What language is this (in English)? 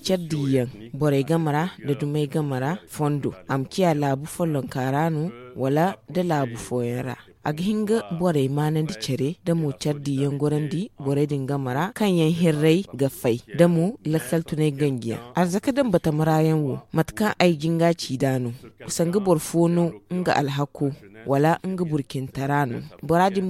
Zarma